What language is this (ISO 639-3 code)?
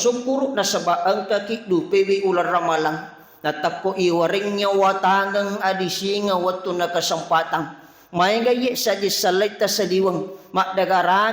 bug